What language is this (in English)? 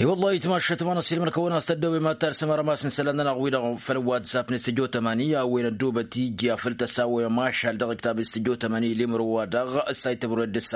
Tamasheq